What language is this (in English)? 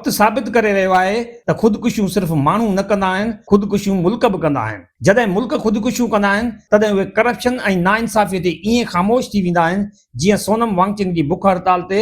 Sindhi